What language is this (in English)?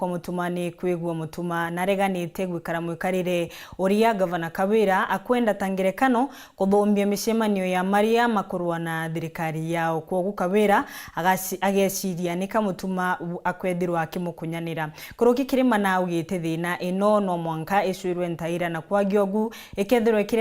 Meru